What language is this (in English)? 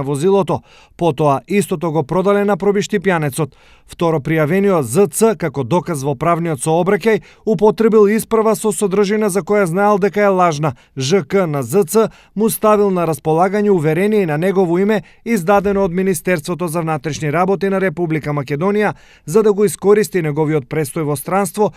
Macedonian